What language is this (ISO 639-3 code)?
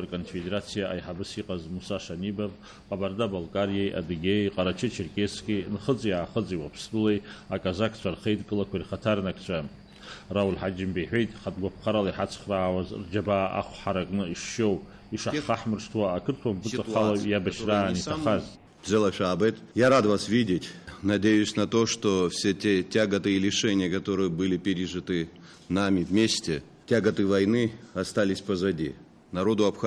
abk